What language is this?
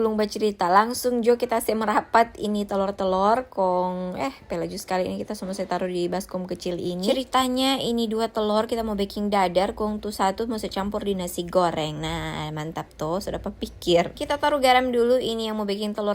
Manado Malay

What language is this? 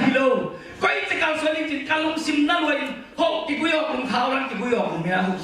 Tedim Chin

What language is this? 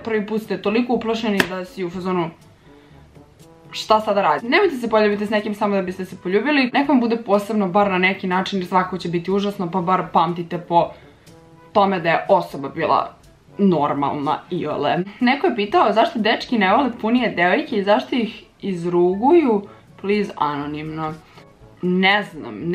Serbian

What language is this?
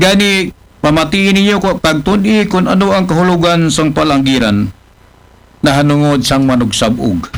Aklanon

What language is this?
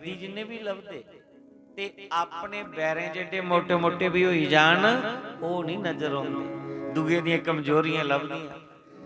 Dogri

